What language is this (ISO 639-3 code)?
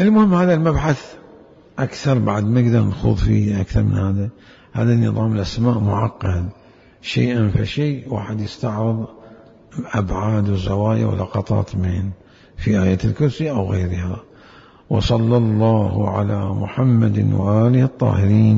acm